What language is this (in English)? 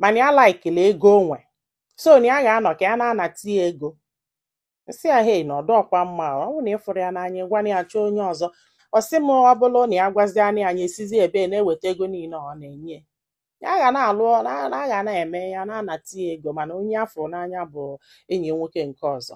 Igbo